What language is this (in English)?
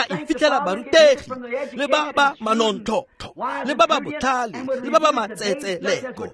Tswana